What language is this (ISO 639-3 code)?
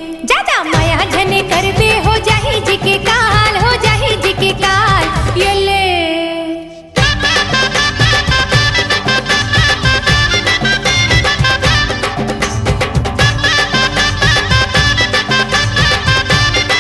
hne